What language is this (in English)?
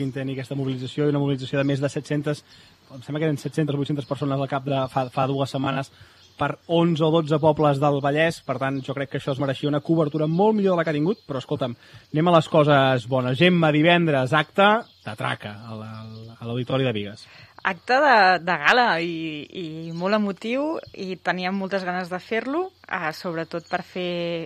Catalan